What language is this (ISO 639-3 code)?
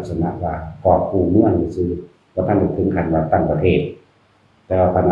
tts